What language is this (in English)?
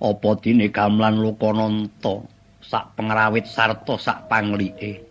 Javanese